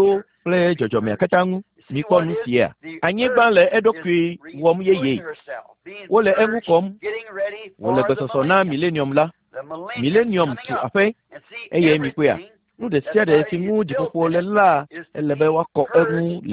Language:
Ewe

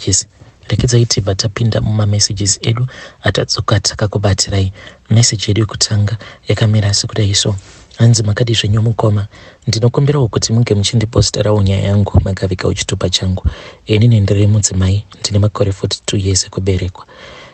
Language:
Shona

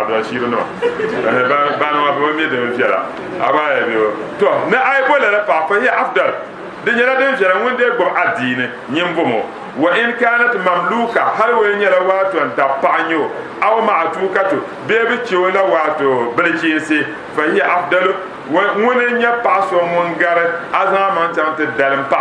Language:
Dagbani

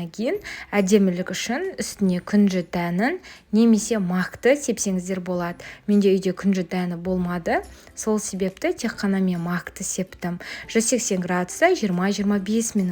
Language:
Kazakh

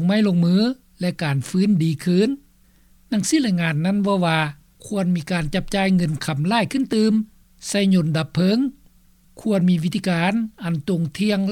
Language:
Lao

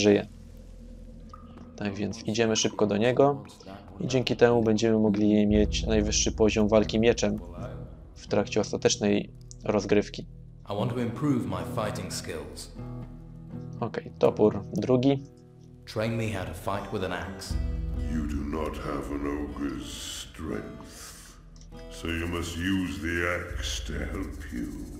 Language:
Polish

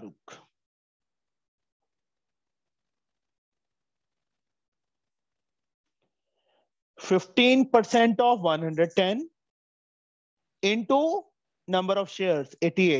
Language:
Hindi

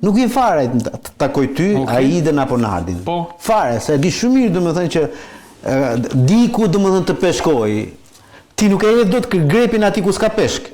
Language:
Albanian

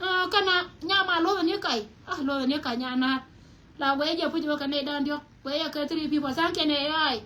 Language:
Nuer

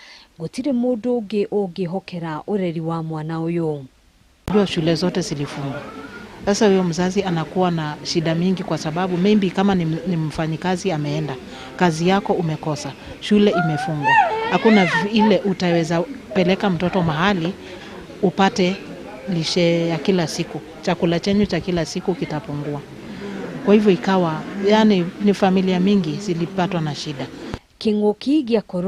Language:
Kikuyu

